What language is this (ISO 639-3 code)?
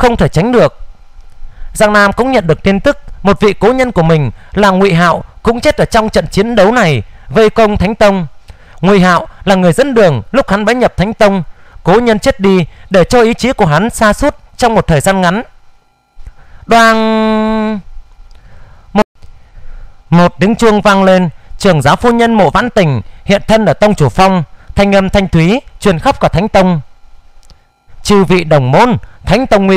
vie